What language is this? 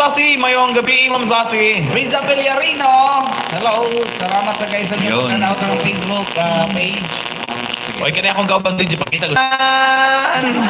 Cebuano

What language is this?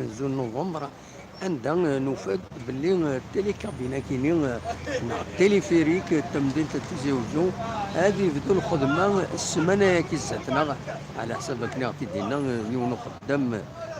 Kabyle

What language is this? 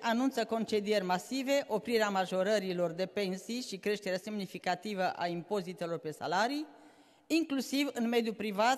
Romanian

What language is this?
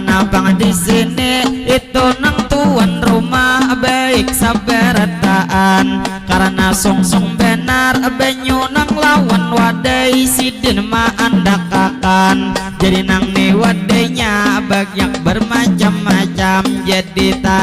Banjar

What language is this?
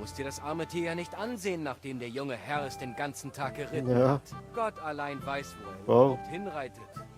Swiss German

